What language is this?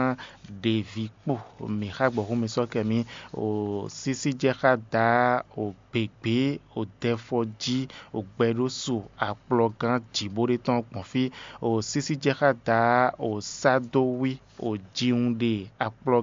Fon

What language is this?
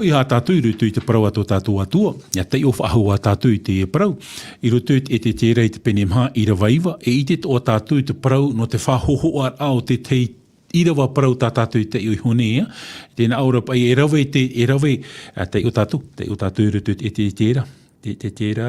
Tahitian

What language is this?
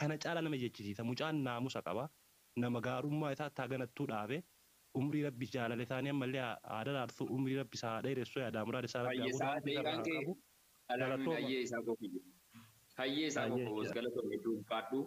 Oromo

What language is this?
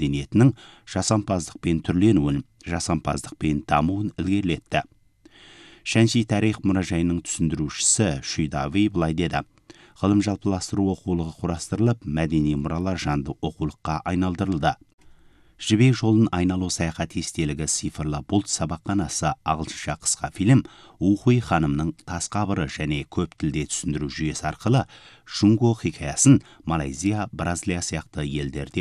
Kazakh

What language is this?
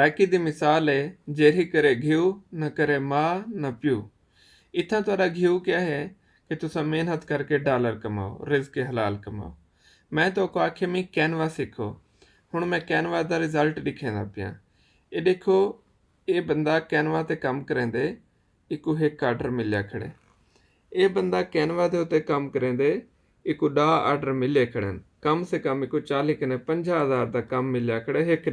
Saraiki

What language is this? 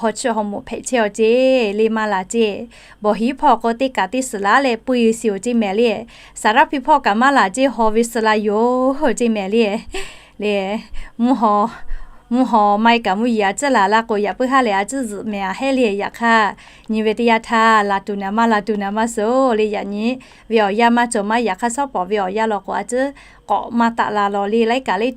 Lahu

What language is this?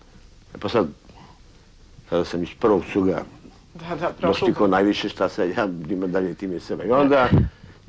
Serbian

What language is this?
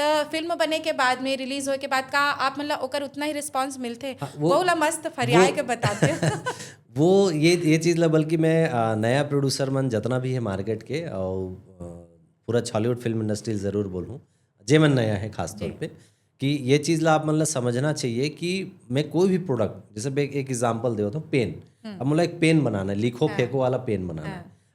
Chhattisgarhi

